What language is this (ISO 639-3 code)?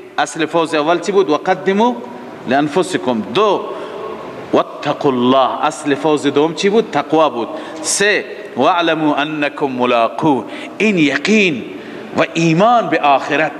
fas